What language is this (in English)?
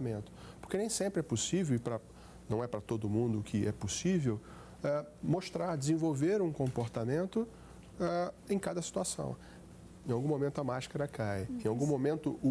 Portuguese